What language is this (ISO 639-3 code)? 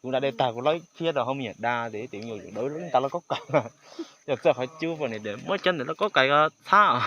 hmn